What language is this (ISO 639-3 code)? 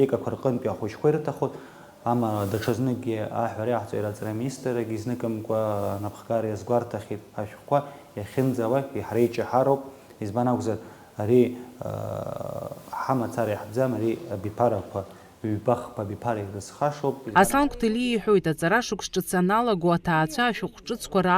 abk